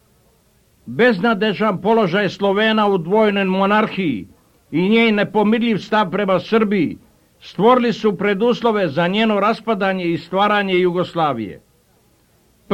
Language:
Serbian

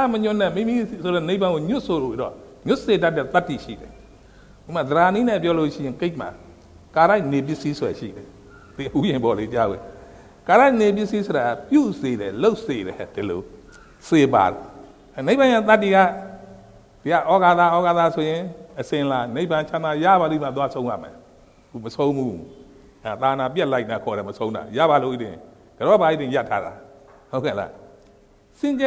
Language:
Burmese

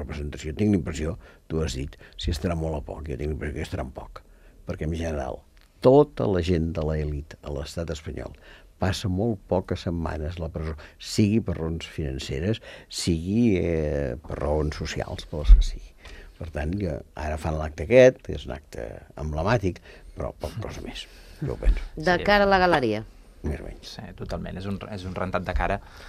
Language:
Catalan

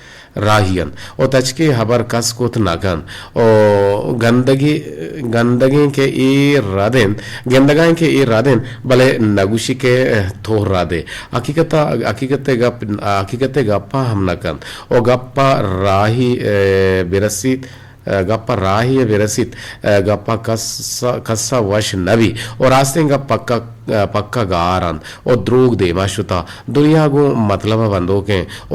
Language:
Eastern Balochi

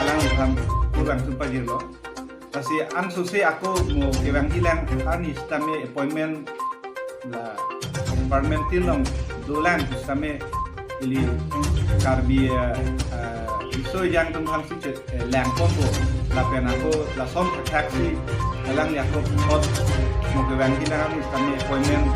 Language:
Karbi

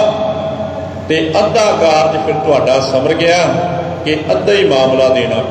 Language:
Punjabi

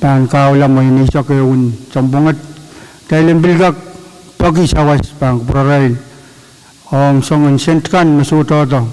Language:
Pohnpeian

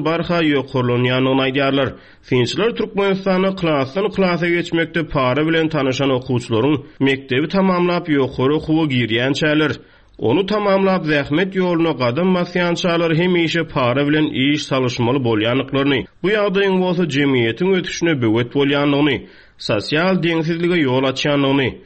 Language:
Turkmen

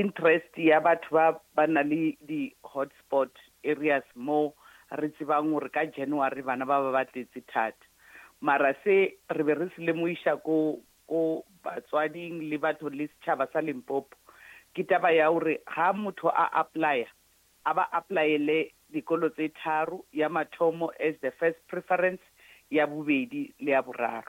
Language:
Northern Sotho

